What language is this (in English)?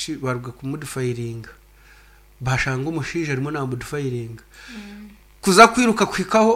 Nyankole